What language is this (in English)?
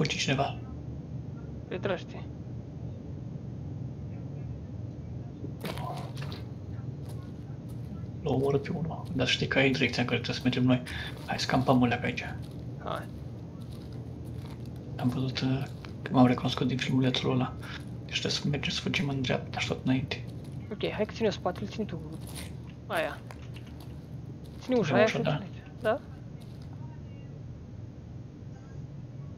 Romanian